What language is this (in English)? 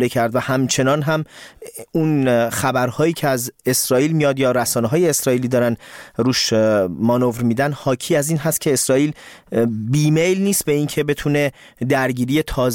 Persian